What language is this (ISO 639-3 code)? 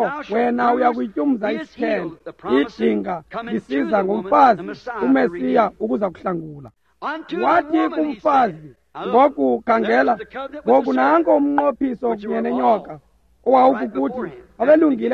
xho